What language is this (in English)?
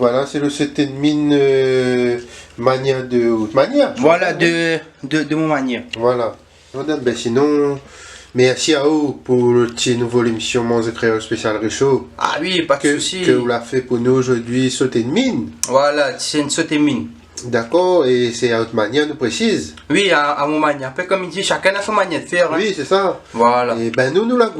Réunion Creole French